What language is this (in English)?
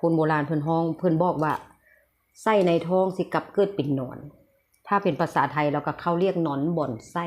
Northeastern Thai